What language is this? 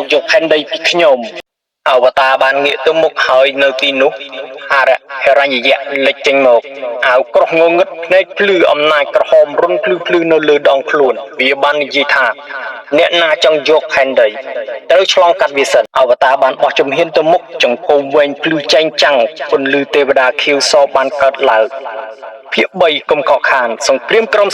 Khmer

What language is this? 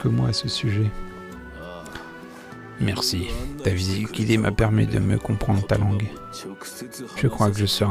French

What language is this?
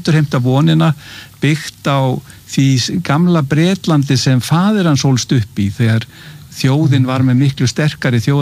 Icelandic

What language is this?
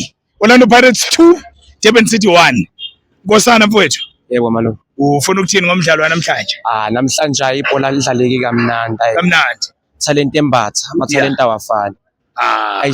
Zulu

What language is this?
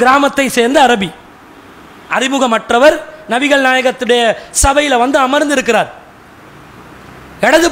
Tamil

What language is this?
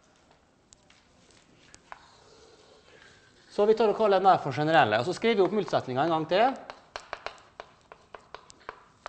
Norwegian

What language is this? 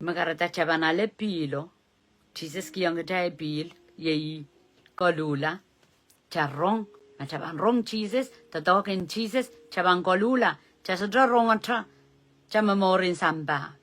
Pohnpeian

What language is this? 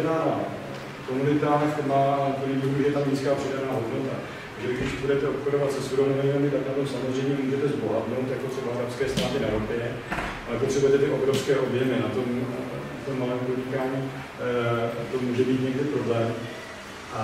Czech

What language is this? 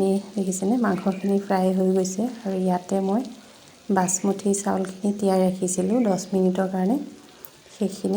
Assamese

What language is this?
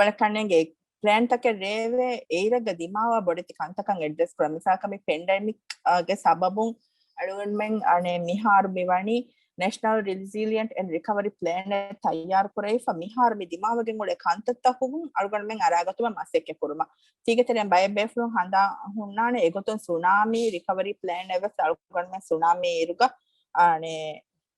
Divehi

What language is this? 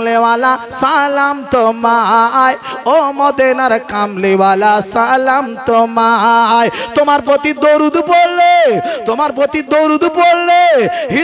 Bangla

